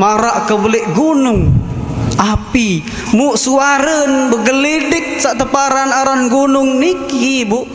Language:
Sasak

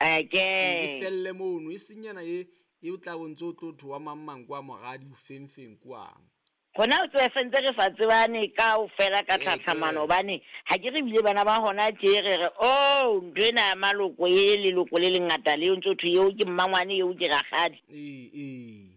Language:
Southern Sotho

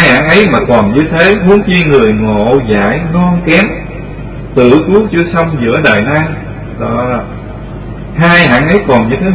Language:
Vietnamese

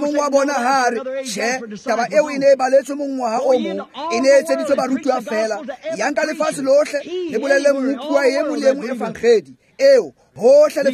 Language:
Tswana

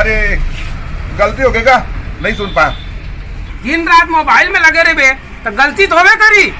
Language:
Chhattisgarhi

